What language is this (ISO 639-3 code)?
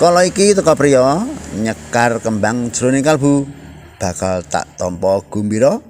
jav